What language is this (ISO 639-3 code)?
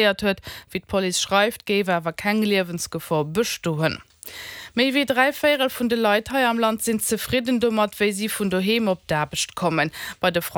ltz